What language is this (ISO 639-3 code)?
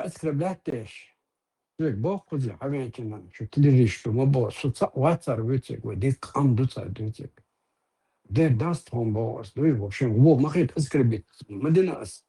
che